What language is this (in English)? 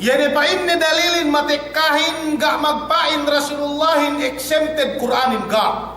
Yakan